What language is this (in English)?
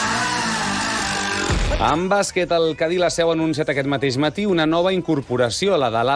Catalan